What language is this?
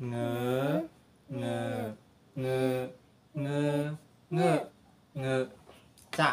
Shan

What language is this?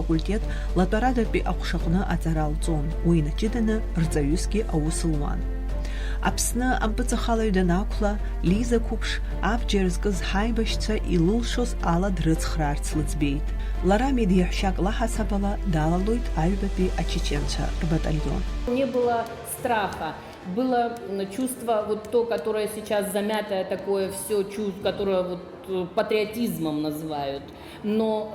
Abkhazian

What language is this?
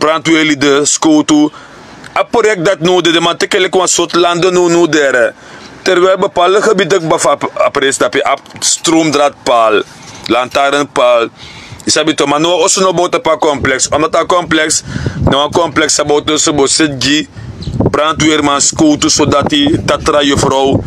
Sranan Tongo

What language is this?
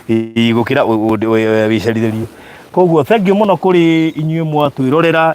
Kikuyu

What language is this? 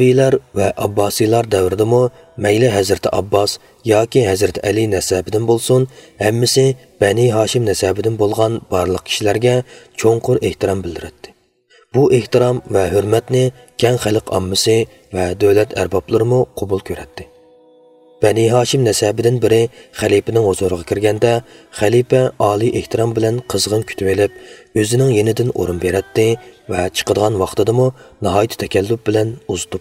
Uyghur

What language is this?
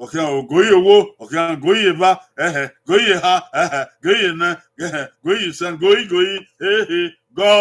Bini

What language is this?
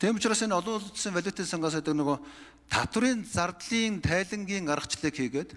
Mongolian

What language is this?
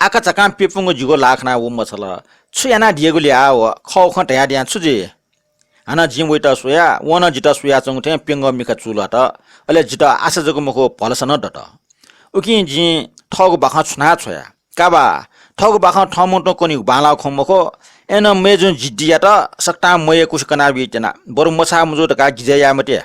Newari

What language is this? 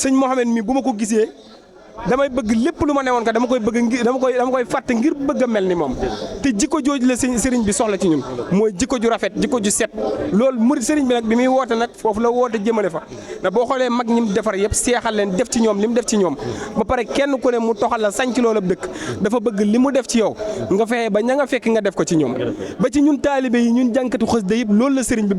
Wolof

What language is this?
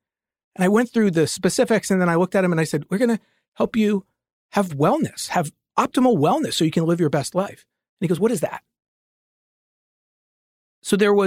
English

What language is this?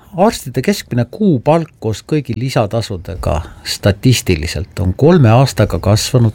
Estonian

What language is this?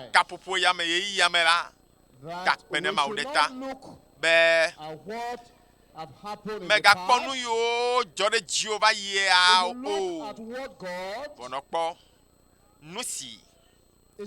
Ewe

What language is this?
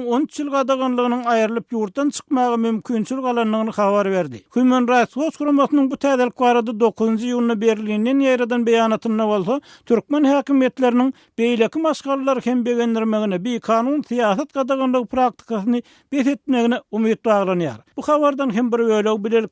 Turkmen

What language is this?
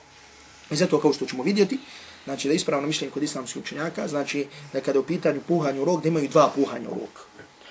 Bosnian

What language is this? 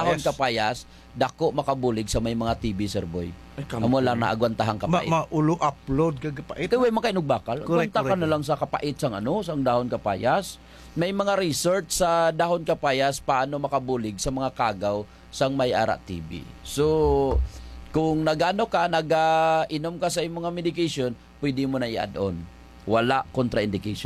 Hiligaynon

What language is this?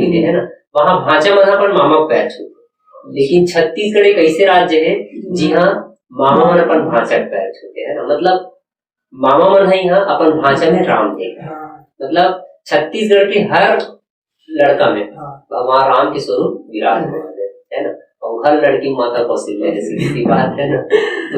Chhattisgarhi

